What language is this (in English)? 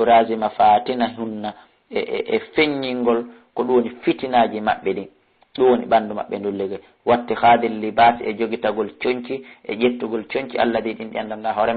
Fula